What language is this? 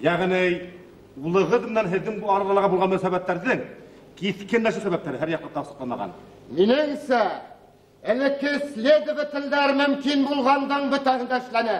Bashkir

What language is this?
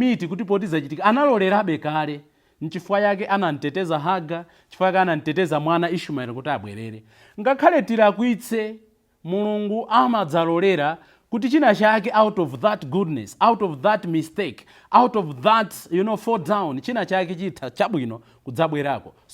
Nyanja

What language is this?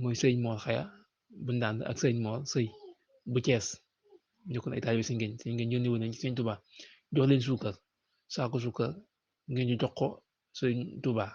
Wolof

